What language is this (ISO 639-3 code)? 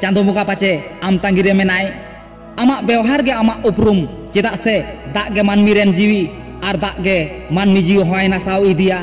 sat